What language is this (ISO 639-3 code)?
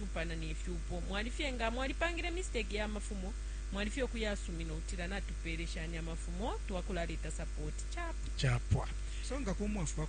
bem